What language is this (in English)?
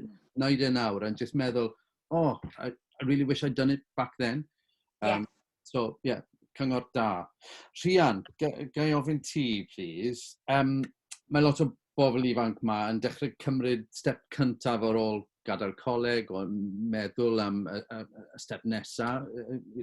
Welsh